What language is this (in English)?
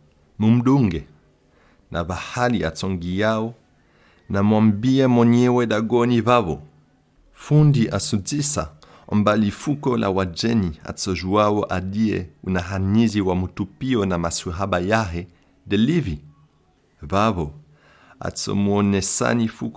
Comorian